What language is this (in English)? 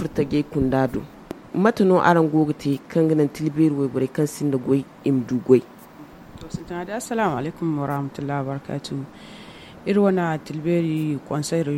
Zarma